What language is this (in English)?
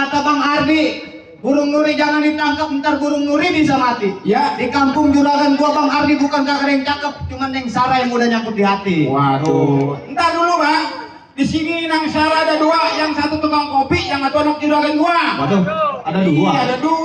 Betawi